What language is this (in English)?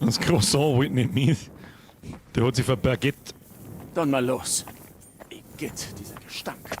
Bavarian